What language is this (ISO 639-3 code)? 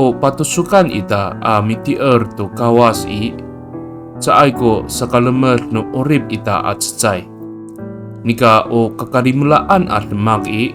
ami